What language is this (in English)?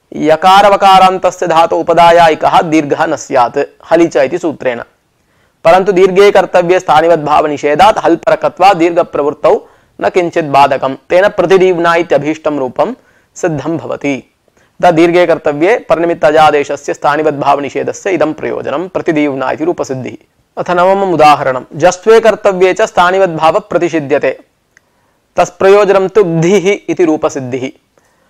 Sanskrit